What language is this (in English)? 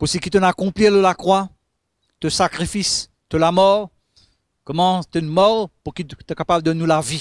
Morisyen